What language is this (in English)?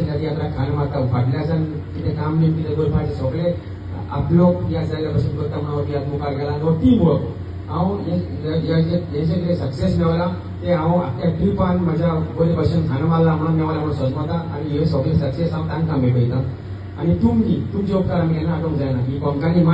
Konkani